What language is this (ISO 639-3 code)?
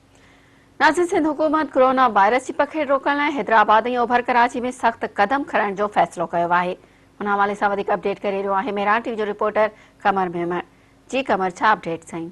snd